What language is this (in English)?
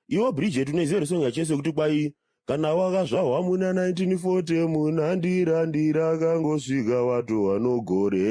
Shona